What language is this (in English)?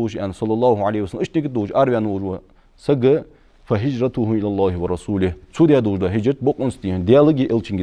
Ingush